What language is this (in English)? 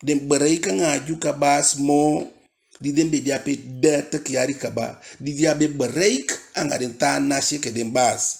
Eastern Maroon Creole